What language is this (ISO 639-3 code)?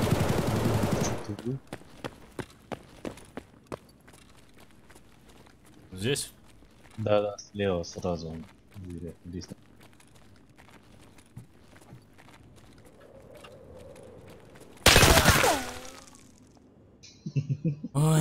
rus